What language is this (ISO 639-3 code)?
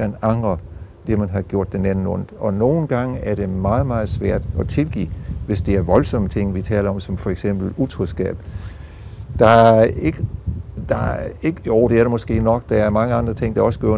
dan